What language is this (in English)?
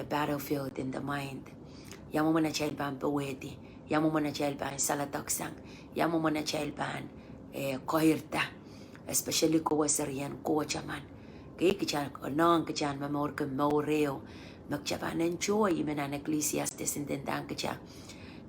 Pohnpeian